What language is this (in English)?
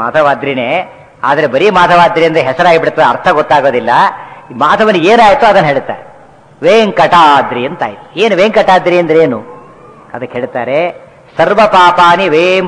Kannada